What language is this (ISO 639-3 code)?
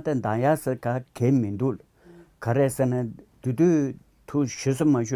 bod